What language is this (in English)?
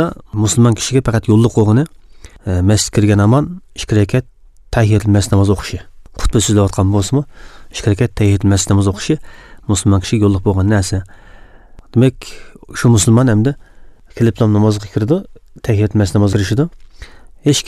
Uyghur